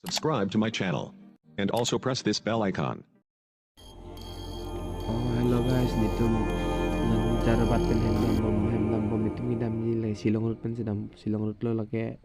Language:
Karbi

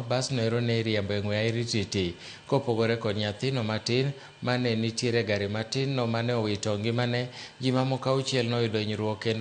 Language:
Luo (Kenya and Tanzania)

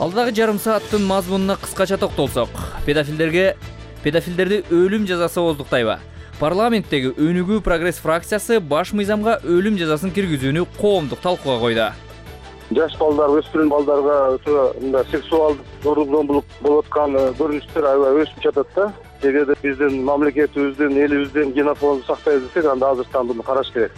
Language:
Kyrgyz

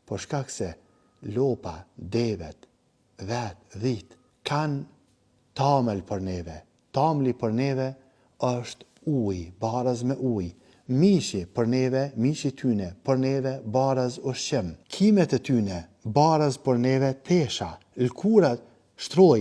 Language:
Albanian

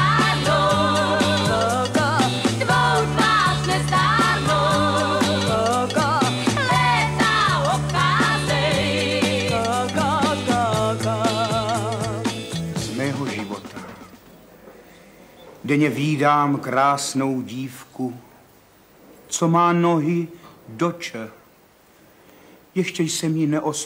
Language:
Czech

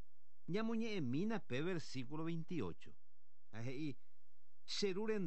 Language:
Guarani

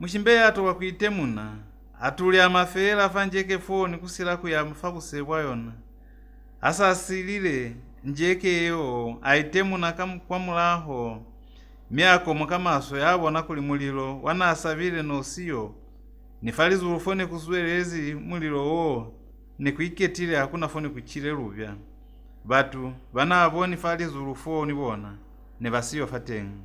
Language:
Lozi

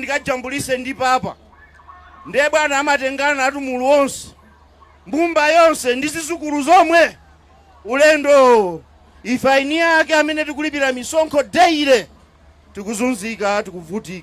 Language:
Nyanja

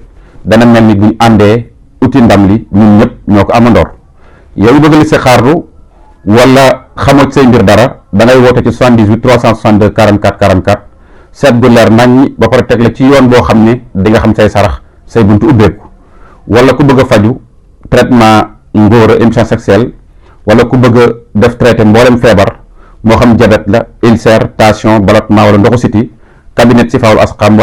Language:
Wolof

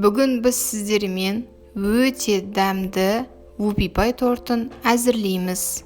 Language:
Kazakh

